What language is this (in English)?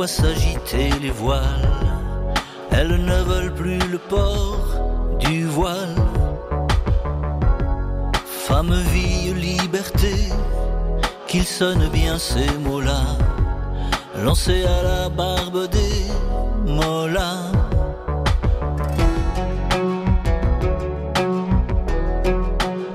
French